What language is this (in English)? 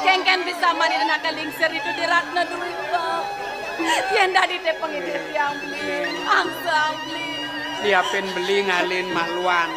Balinese